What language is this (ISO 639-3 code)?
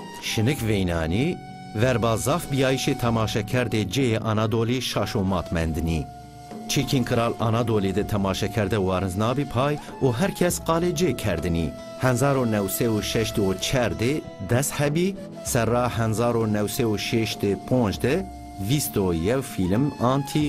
zza